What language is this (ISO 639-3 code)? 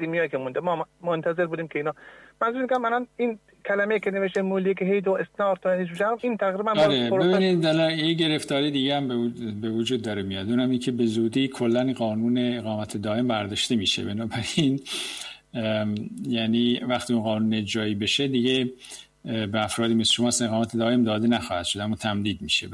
fas